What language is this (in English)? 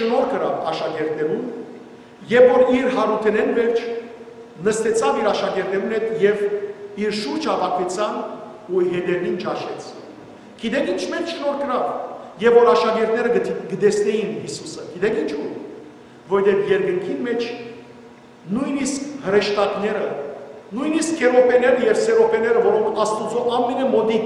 Western Armenian